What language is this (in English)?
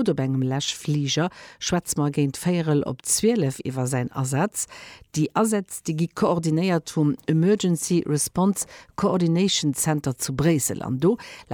Luxembourgish